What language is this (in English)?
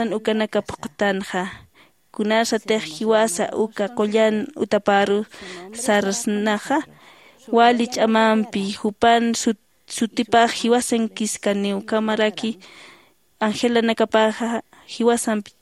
Aymara